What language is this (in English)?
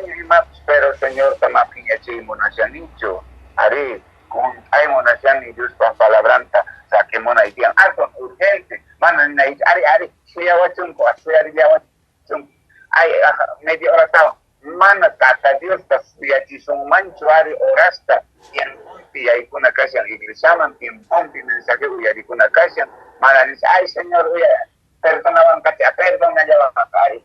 Quechua